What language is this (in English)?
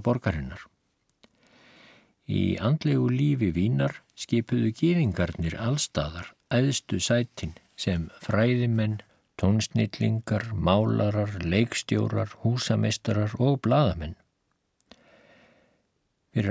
Icelandic